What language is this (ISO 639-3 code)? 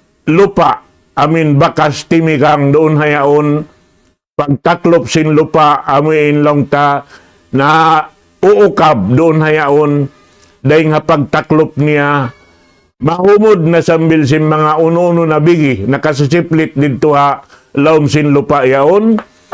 tsg